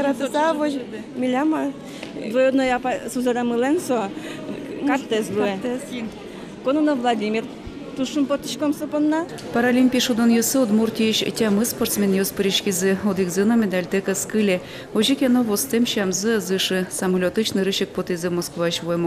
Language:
Udmurt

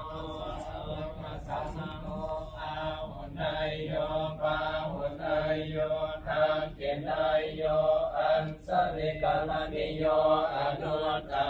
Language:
Pali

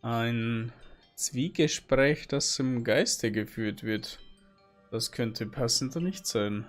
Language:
Bavarian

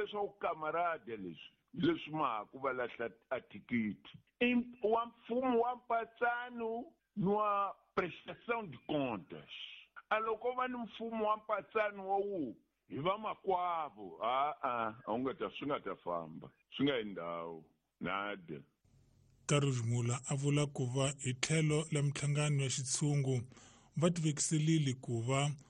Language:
Tsonga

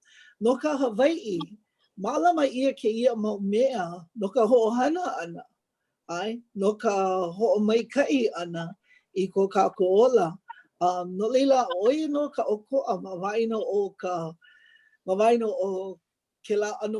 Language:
Hawaiian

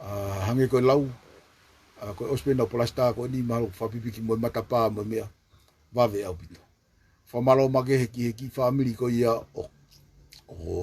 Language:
Tongan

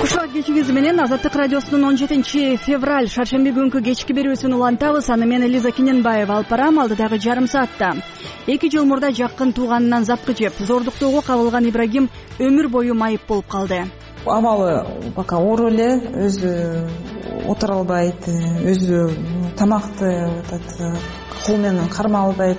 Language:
Kyrgyz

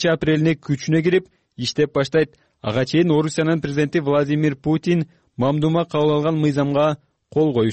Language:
Kyrgyz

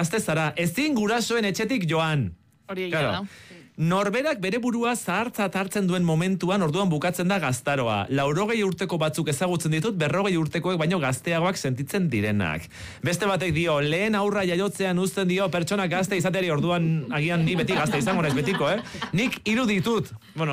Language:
Basque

